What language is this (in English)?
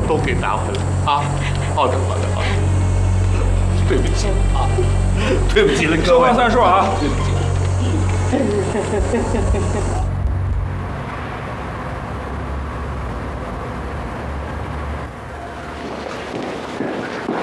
Chinese